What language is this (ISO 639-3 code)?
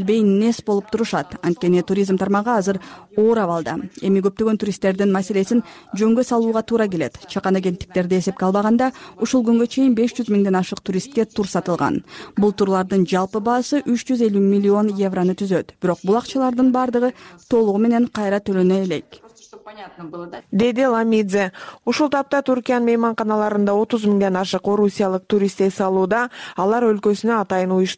kir